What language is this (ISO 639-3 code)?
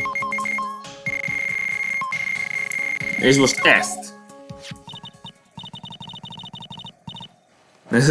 hun